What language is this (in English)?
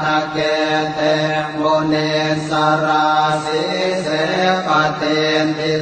Pali